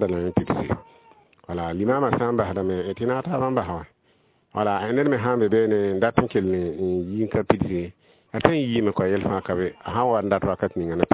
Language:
Mossi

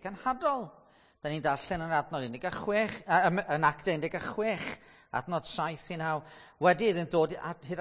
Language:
Welsh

